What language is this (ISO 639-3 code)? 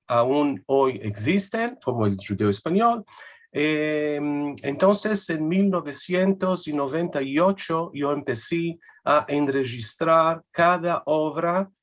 lad